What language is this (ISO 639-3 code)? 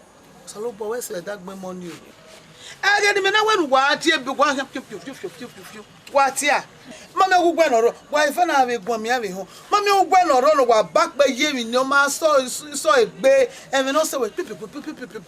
bin